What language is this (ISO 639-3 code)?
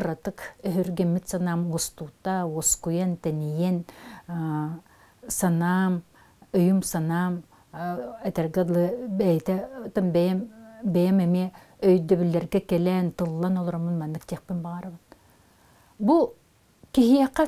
sah